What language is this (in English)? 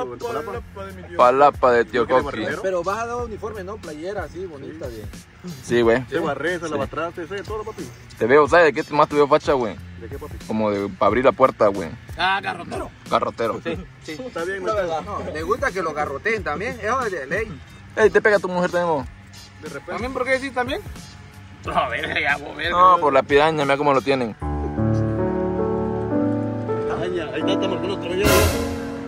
Spanish